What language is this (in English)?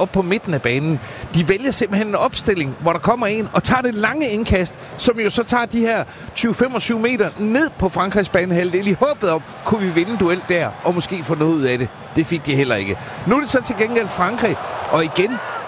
Danish